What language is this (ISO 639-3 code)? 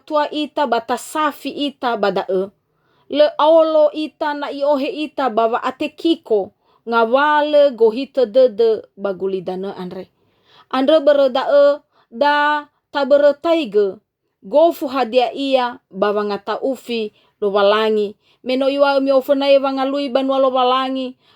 nia